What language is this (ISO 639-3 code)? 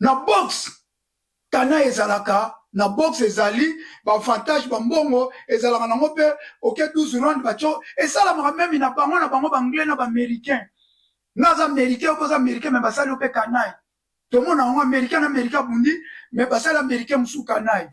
lin